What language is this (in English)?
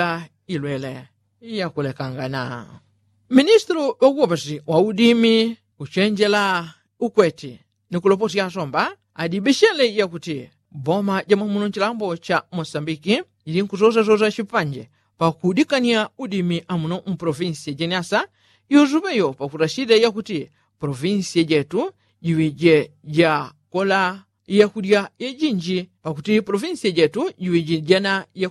Yao